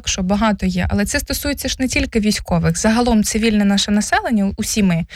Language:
Ukrainian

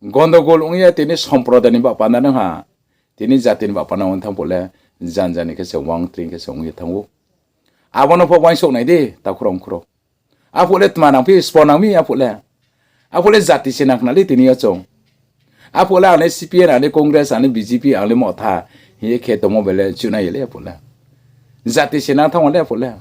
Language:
Riang (India)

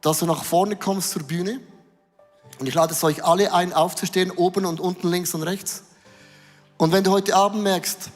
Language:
Swiss German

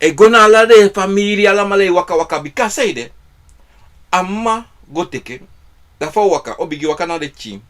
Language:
Sranan Tongo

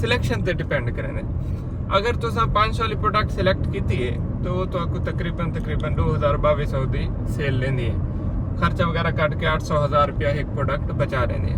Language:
Saraiki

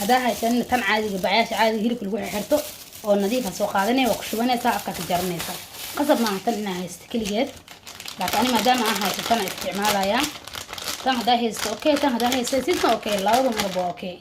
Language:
Somali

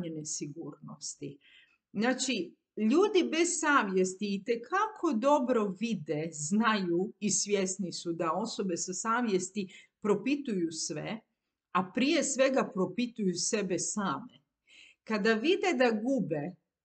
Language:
Croatian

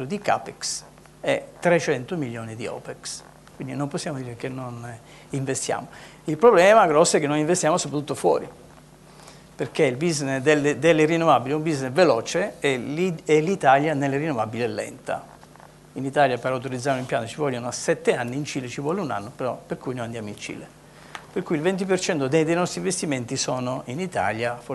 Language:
Italian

